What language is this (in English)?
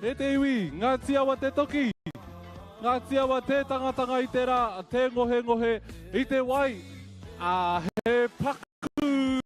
Māori